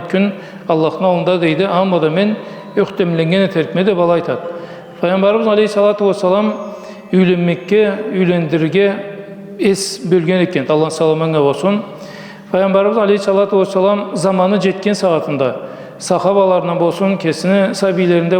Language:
Karachay-Balkar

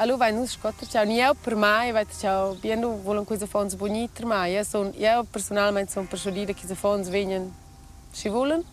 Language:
Romansh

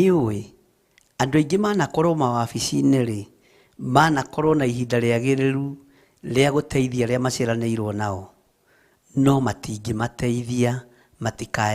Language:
Kikuyu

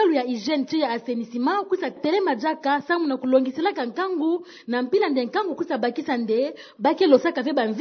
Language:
Kituba (Democratic Republic of Congo)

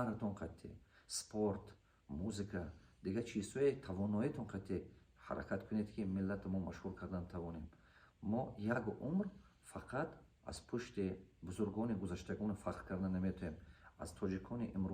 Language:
Tajik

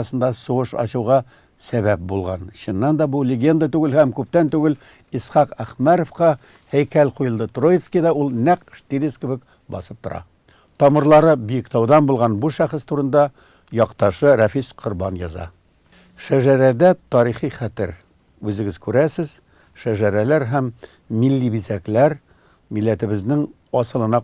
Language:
Tatar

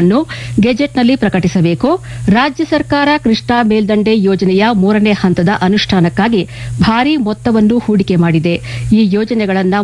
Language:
Kannada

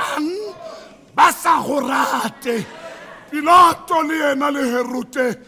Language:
Tswana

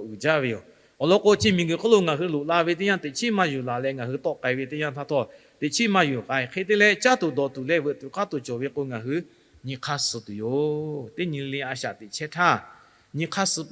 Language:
Lahu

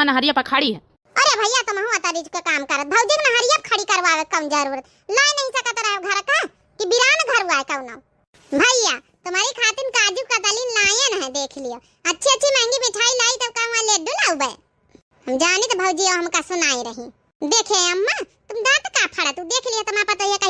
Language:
Awadhi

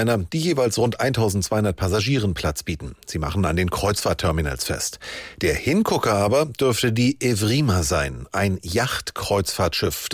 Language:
German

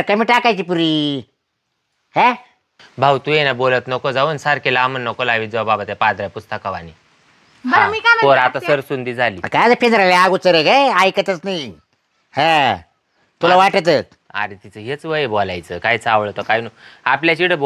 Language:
Marathi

